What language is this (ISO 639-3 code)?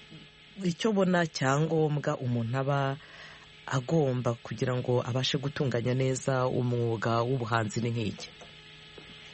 kin